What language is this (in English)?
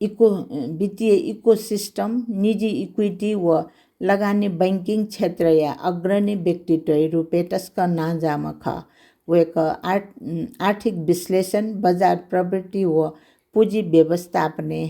Newari